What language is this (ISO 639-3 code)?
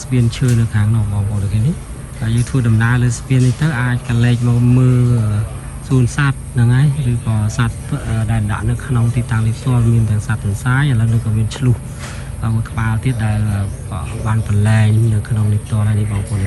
khm